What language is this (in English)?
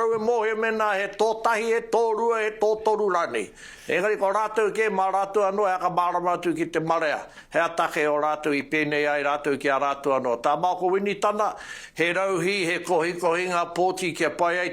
Māori